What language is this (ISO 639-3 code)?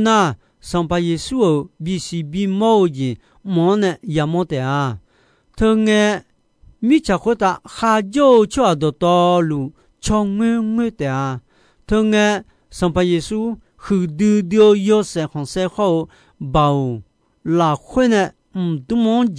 ahk